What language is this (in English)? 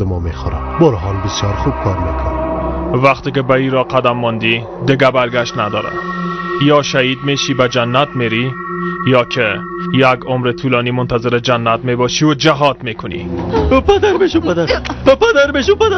Tajik